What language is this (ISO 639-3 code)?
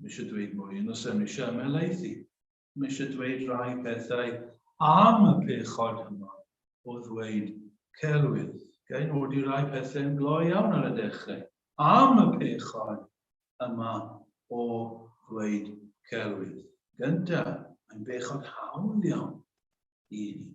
cym